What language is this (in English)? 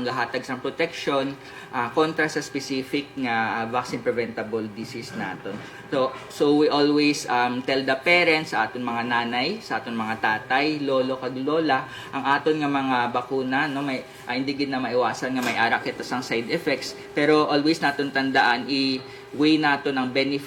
Hiligaynon